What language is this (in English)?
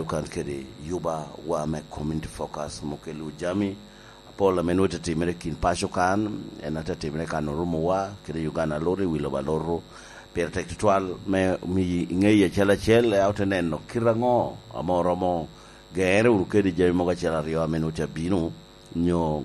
Lango (Uganda)